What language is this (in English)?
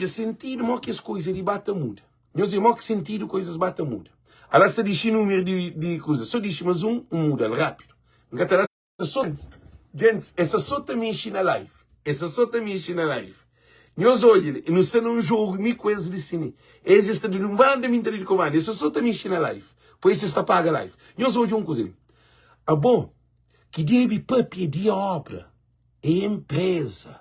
Kabuverdianu